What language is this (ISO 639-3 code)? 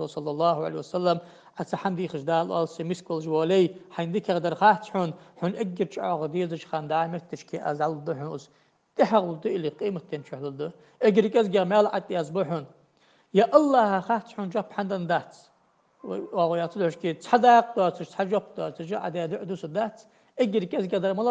inh